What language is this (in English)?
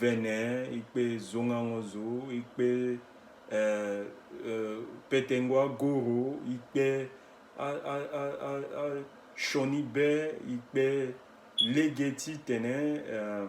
Sango